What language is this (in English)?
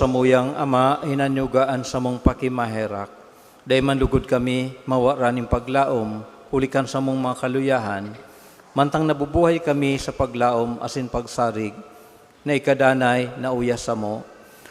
Bikol